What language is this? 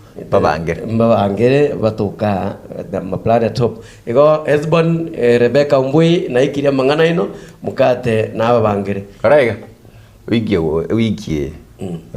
Gusii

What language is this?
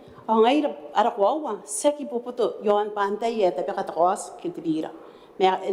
Gilbertese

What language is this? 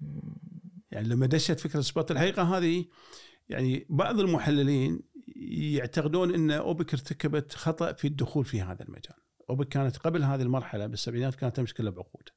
Gulf Arabic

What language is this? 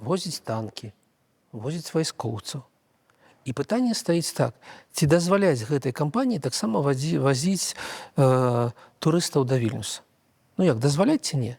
Belarusian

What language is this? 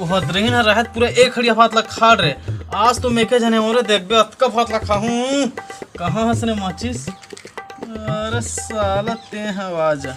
Chhattisgarhi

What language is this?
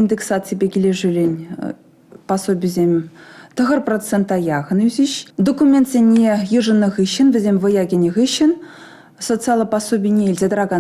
Chuvash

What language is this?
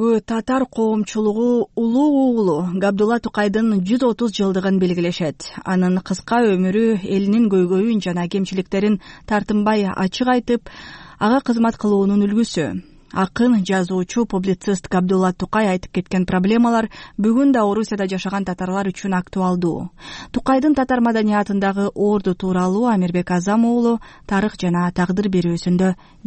Kyrgyz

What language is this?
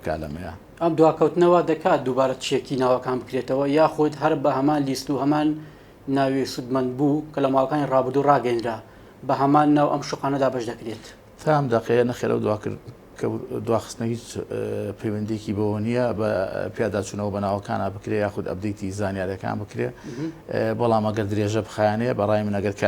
Central Kurdish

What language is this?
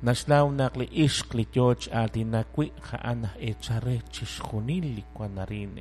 Kekchí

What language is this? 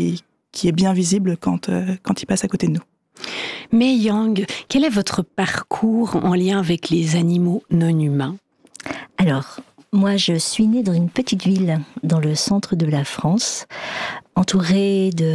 French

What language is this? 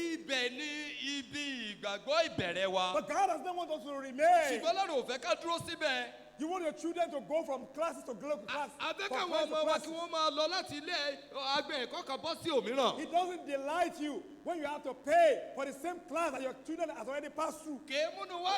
Yoruba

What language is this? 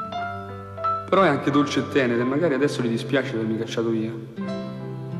Italian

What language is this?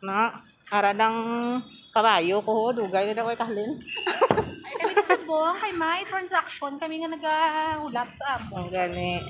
Hiligaynon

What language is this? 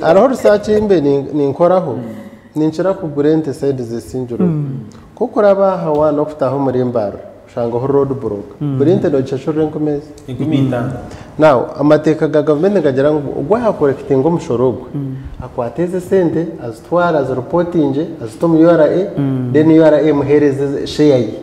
Nyankole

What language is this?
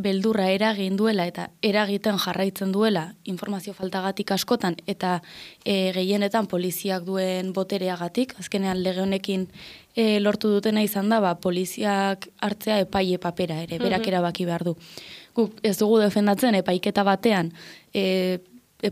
Basque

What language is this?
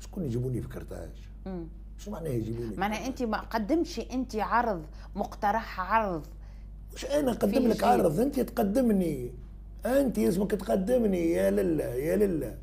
Tunisian Arabic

